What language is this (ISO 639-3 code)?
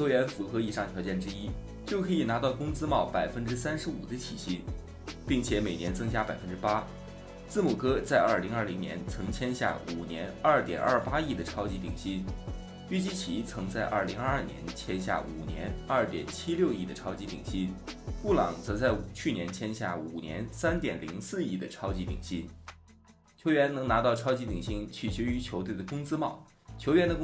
zho